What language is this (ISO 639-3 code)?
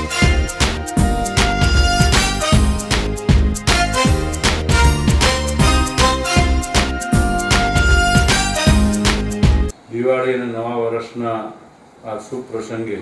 guj